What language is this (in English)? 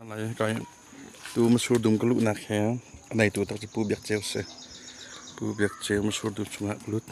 Hakha Chin